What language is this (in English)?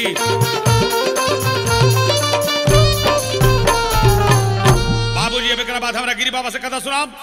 Bhojpuri